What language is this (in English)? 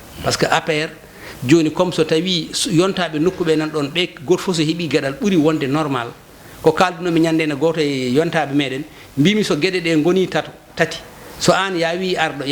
Fula